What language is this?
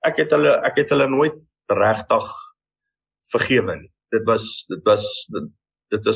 Afrikaans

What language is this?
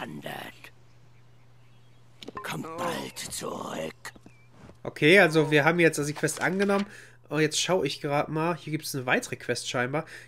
German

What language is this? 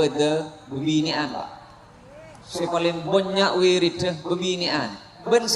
Madurese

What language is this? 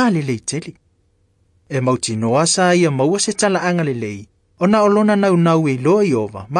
Samoan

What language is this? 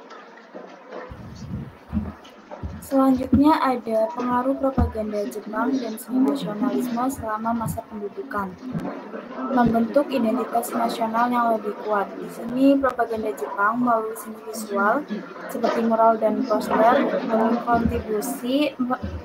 Indonesian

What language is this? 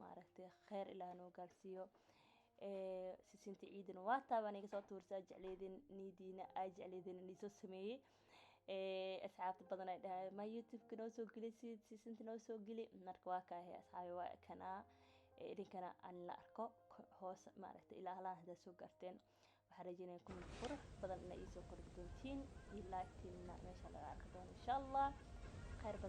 Somali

